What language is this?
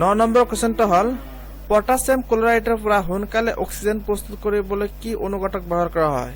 Assamese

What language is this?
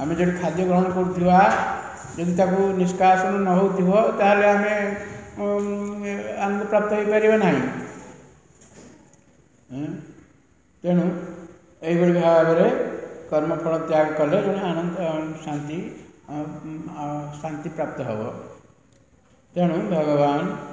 Odia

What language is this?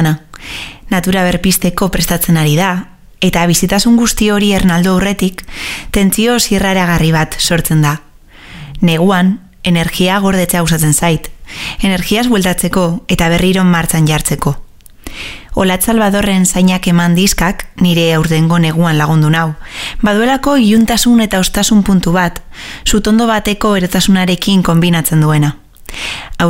Basque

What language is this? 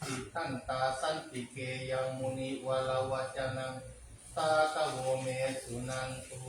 Pali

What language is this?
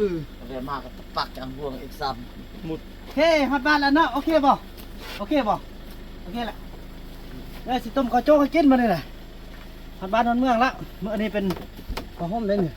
Lao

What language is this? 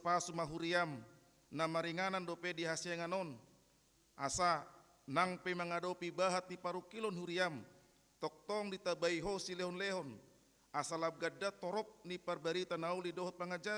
Batak Toba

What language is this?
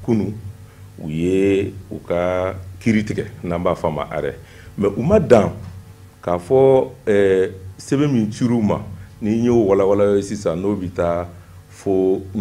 Bambara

